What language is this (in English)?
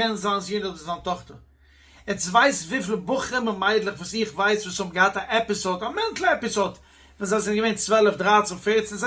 Yiddish